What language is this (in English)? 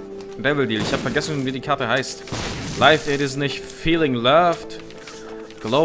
German